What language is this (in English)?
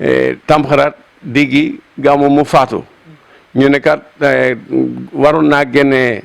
Wolof